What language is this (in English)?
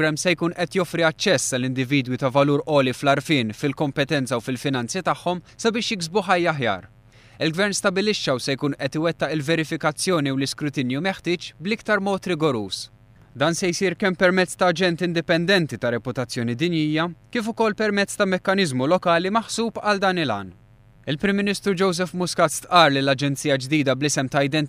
Maltese